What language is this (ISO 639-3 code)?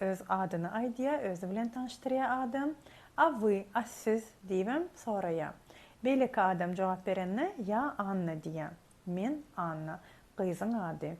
tuk